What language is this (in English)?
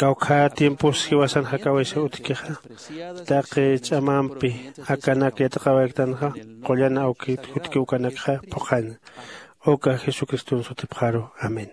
Aymara